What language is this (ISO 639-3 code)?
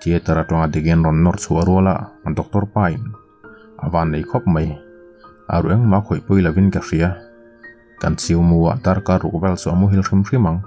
lus